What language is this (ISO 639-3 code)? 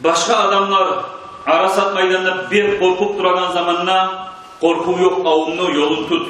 kum